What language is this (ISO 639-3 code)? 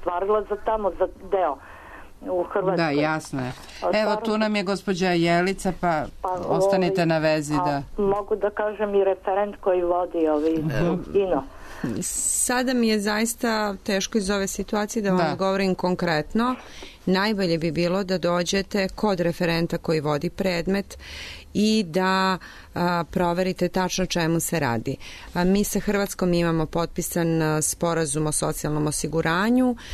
srp